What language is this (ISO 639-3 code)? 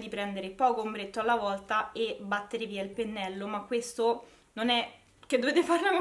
ita